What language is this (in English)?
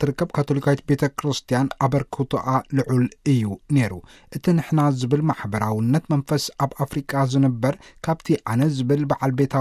Tigrinya